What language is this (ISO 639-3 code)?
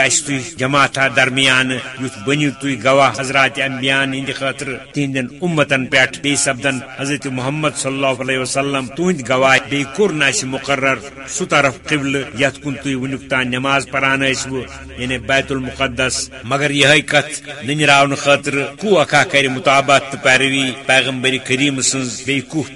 kas